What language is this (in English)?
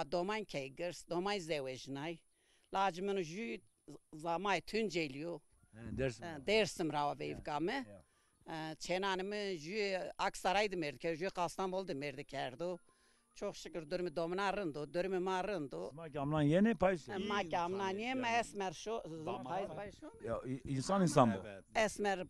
Zaza